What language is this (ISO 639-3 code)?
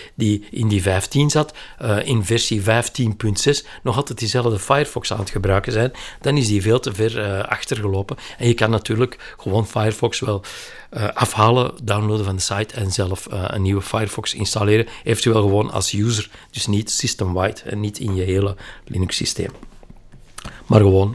nld